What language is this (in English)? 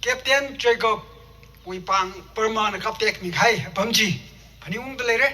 Tangkhul Naga (India)